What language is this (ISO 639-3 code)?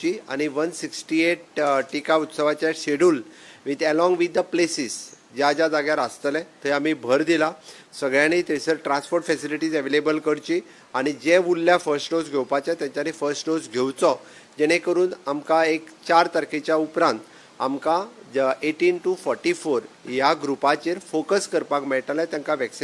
kok